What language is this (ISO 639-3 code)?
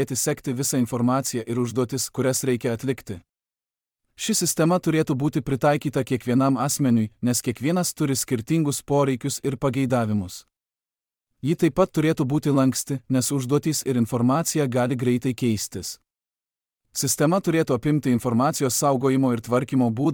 lit